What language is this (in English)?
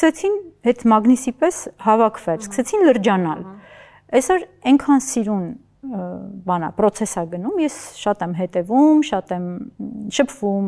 Armenian